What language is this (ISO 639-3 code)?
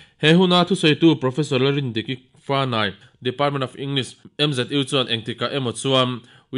lus